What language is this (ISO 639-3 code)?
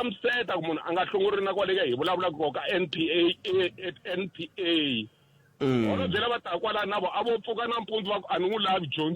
tso